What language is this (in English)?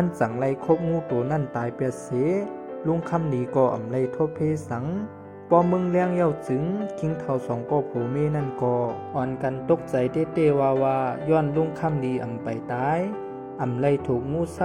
Shan